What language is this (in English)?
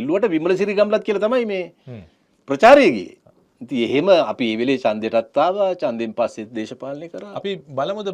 Sinhala